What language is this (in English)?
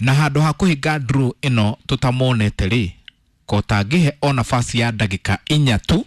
Kikuyu